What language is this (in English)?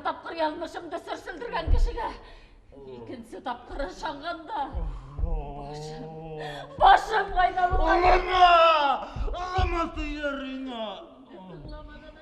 Bashkir